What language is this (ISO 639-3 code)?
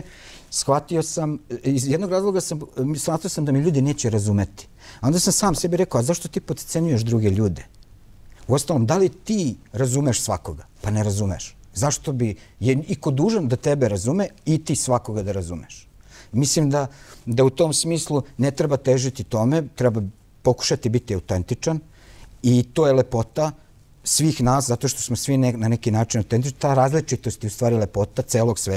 srp